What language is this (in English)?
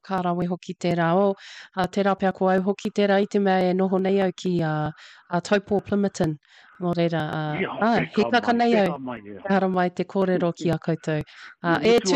Māori